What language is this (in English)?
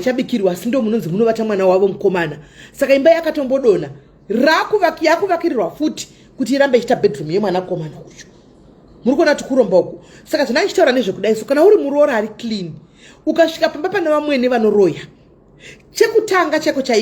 Shona